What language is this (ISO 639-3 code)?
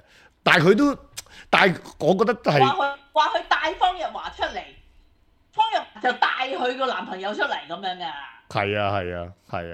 yue